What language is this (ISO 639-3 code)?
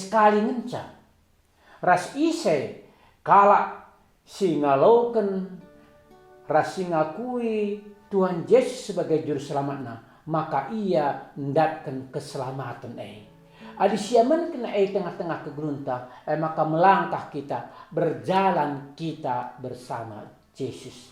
btx